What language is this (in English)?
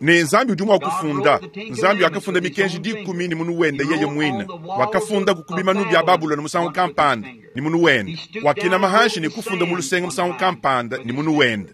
Luba-Lulua